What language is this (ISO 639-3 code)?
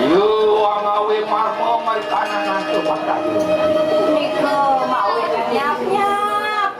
ban